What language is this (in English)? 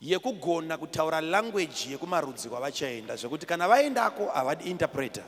Shona